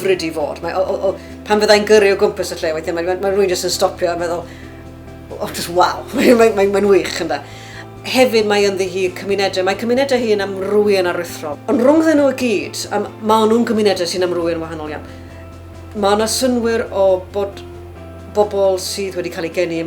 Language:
Welsh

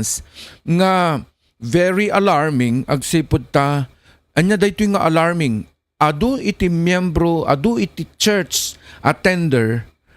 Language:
Iloko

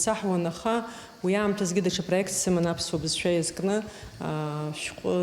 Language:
Abkhazian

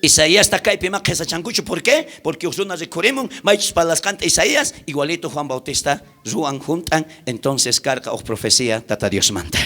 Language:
South Bolivian Quechua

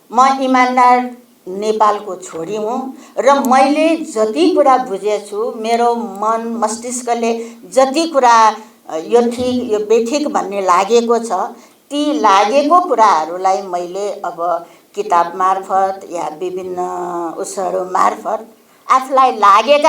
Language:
Nepali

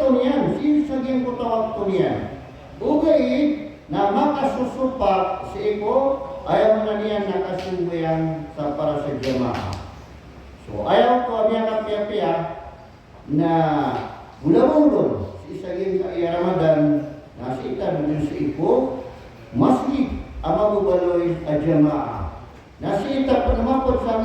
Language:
Maranao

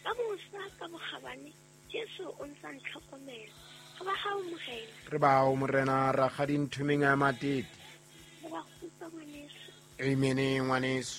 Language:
Southern Sotho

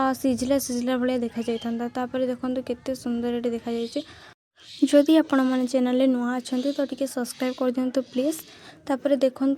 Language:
Odia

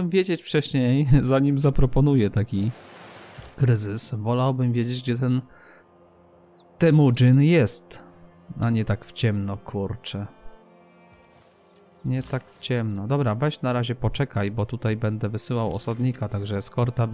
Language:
Polish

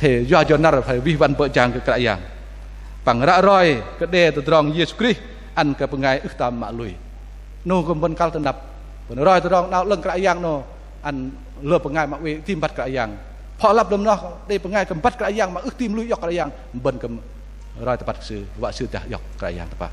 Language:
Bahnar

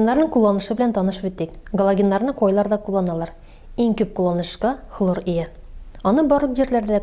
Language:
Tatar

